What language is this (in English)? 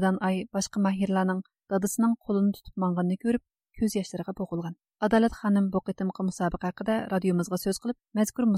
Uyghur